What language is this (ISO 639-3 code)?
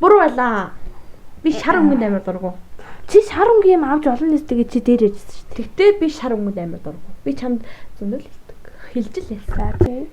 mon